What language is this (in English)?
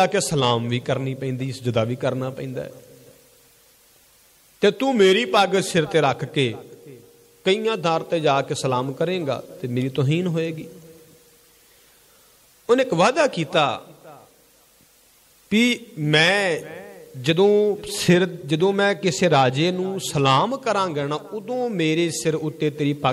Punjabi